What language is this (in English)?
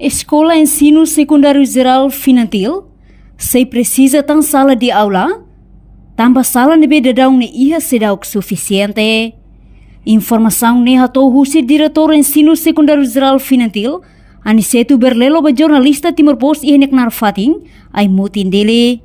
Tetum